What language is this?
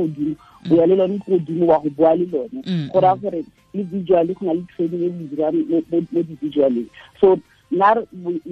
Tswana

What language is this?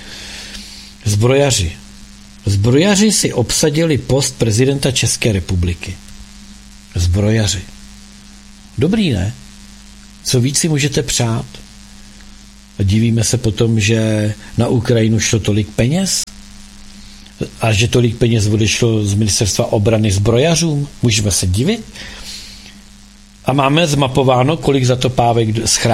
Czech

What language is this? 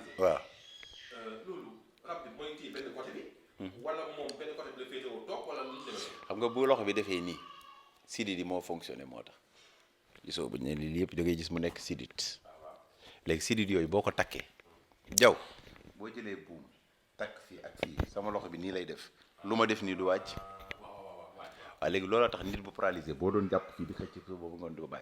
Wolof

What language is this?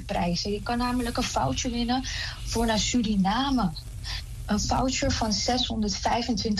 Dutch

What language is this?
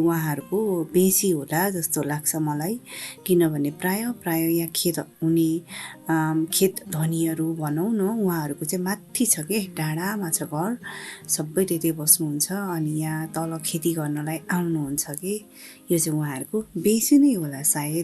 Nepali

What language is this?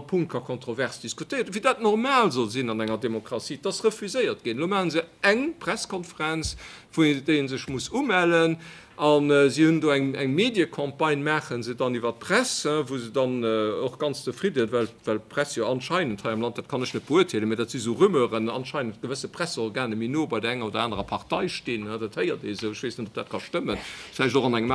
Luxembourgish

